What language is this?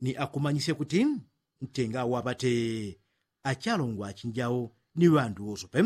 Yao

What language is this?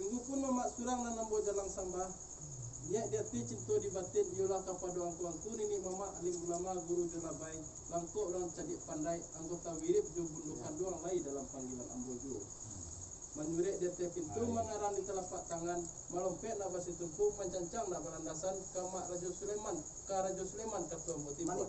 Minangkabau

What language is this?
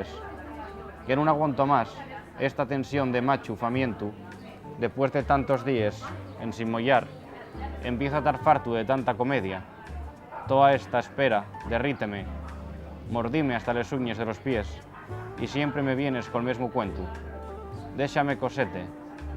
Asturian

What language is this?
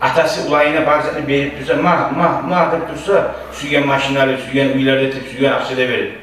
Kumyk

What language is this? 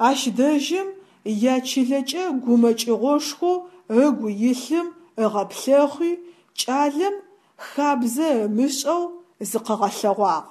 Adyghe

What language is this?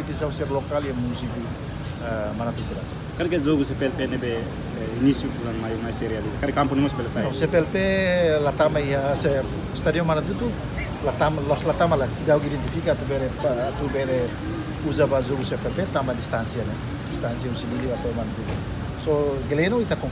Tetum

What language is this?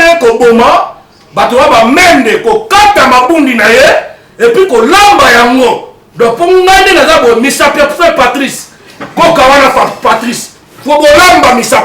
Lingala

